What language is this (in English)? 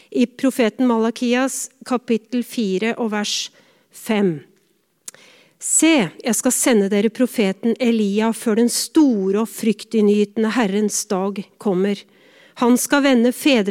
Norwegian